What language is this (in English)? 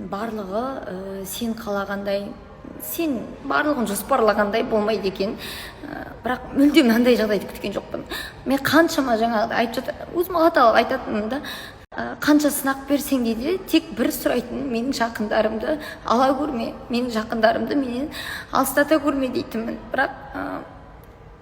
Kazakh